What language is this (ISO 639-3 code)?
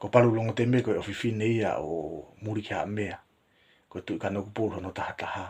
ton